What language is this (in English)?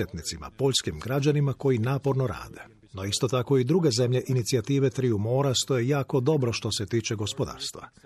Croatian